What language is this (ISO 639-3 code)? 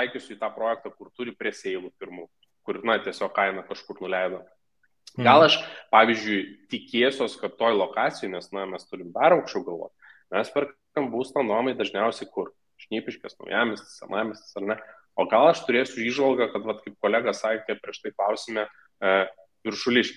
lit